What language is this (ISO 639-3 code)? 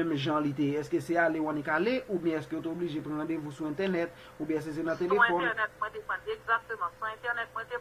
hat